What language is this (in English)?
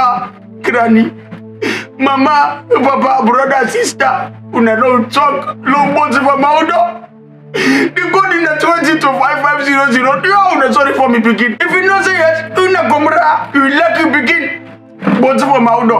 Krio